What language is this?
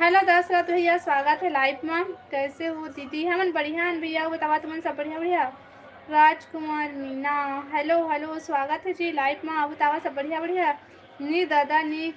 Chhattisgarhi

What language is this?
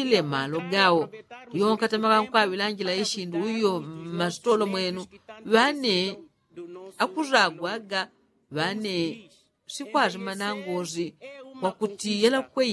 Yao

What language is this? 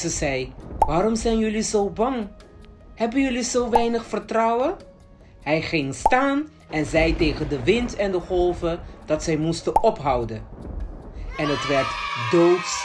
Dutch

